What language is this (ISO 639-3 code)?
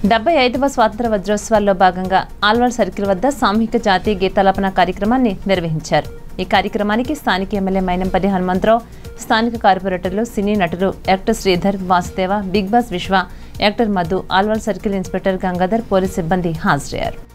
tel